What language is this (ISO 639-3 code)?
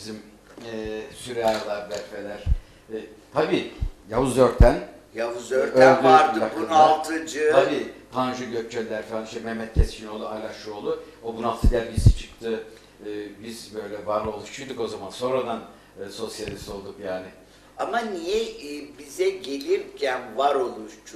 tur